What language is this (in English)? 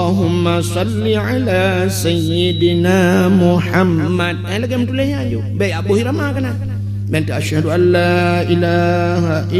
Achinese